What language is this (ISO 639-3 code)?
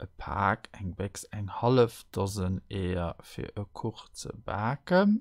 ltz